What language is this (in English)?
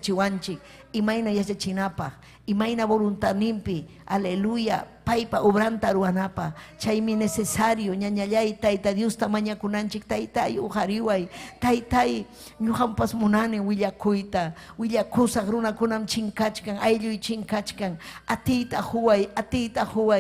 Ayacucho Quechua